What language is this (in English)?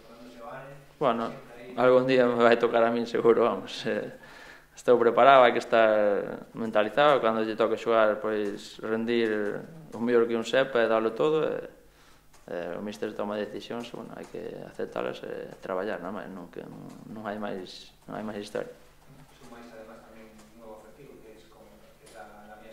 Galician